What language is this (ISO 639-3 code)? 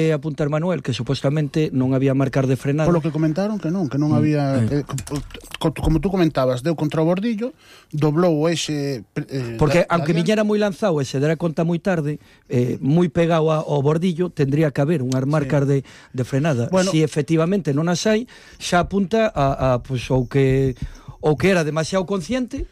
glg